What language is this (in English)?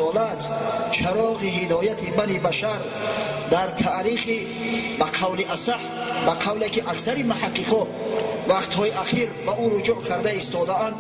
Tajik